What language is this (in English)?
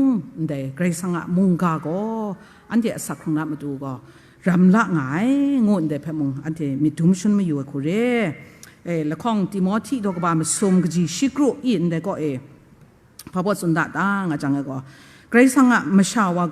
Kachin